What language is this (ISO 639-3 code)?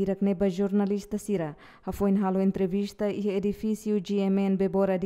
tet